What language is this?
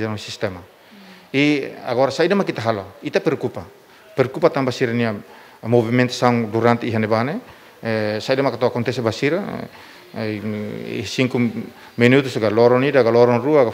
Tetum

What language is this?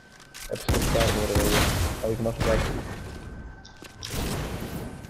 Greek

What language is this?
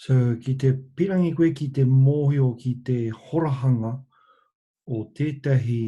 Māori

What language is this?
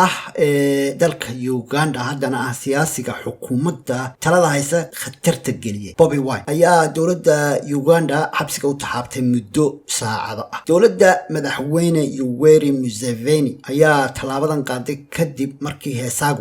Somali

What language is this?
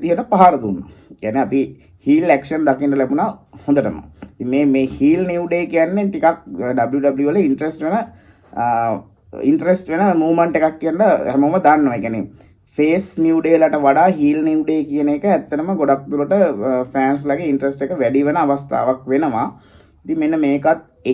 Sinhala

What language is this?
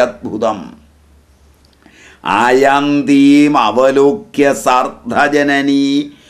Malayalam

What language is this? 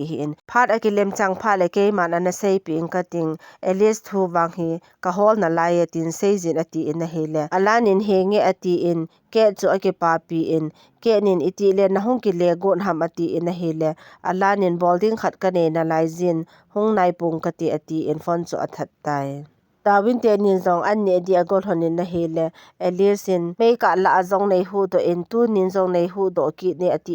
Thado Chin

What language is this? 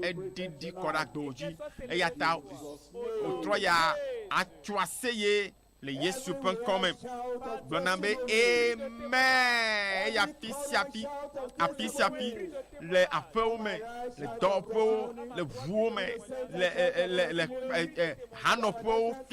Ewe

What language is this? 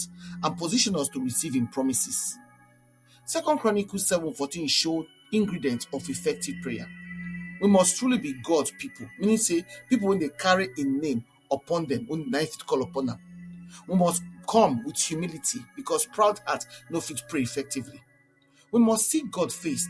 Nigerian Pidgin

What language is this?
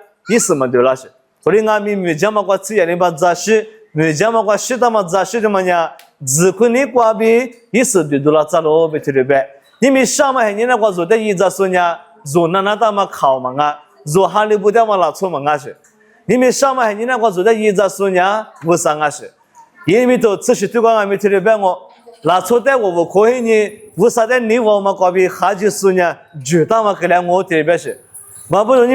Lisu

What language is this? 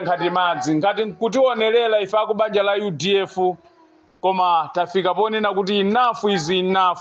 Nyanja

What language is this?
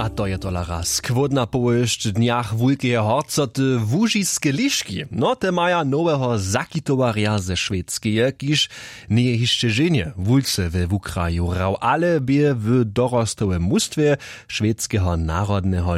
Upper Sorbian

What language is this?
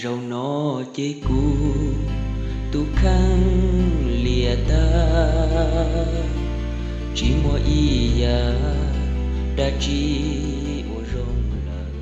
Hmong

